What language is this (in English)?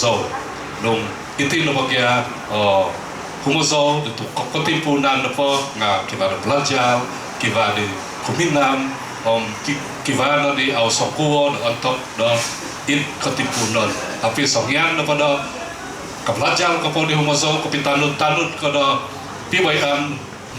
Central Dusun